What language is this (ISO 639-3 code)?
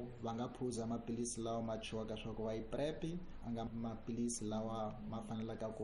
tso